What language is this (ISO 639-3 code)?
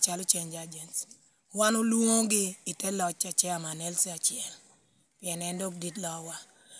laj